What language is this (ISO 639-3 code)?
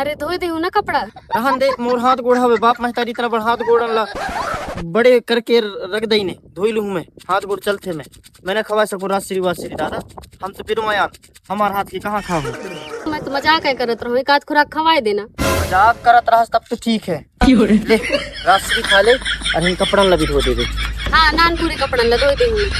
hne